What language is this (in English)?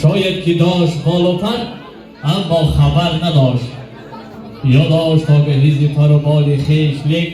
Tajik